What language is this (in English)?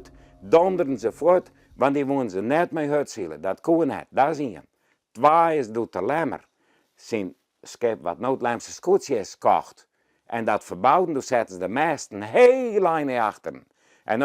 Western Frisian